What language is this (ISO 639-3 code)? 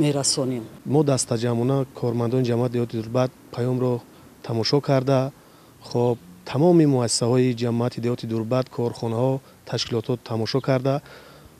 tgk